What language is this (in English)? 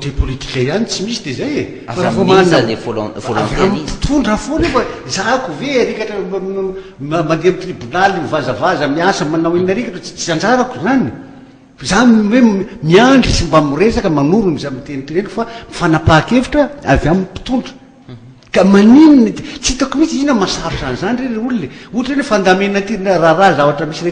Malagasy